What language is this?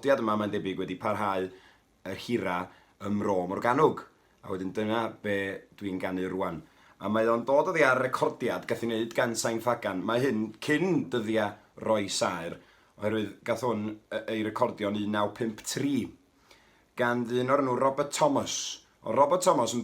Welsh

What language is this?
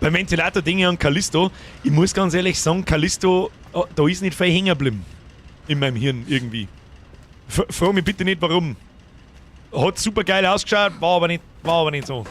Bavarian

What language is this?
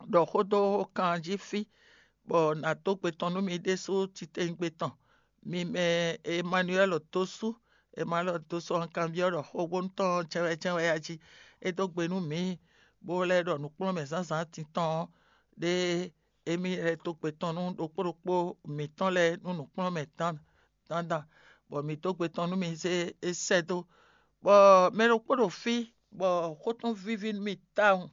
Fon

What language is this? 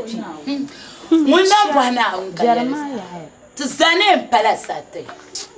Dagbani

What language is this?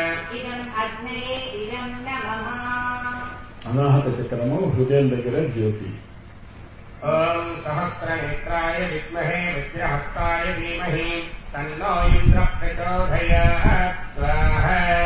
Telugu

